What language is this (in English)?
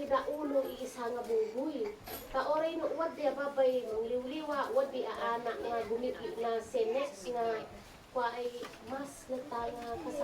Isnag